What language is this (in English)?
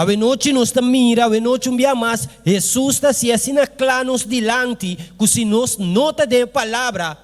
Papiamento